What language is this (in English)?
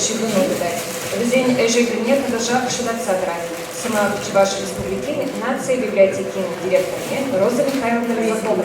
Chuvash